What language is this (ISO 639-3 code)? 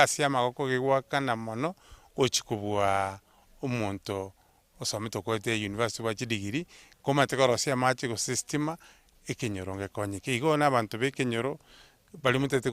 guz